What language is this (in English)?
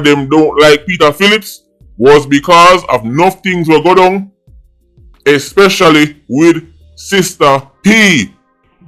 Jamaican Creole English